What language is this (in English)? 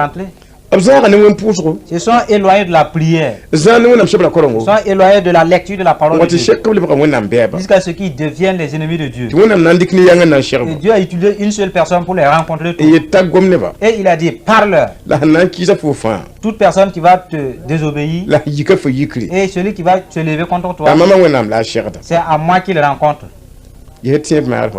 Mossi